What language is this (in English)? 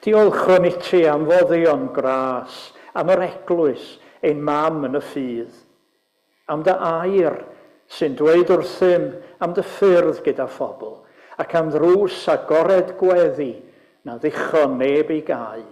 Welsh